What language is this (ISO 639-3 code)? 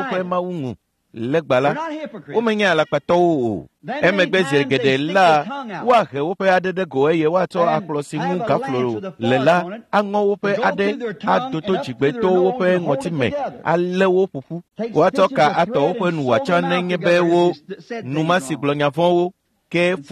ewe